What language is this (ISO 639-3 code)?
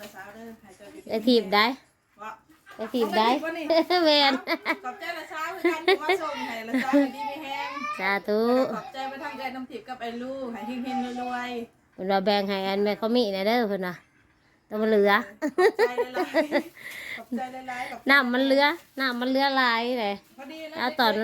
tts